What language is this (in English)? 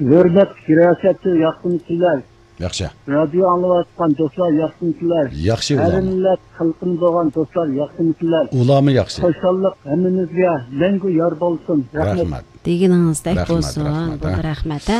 Uyghur